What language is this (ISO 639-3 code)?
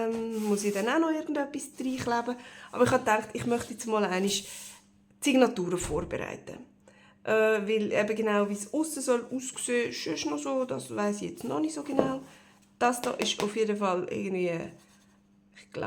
gsw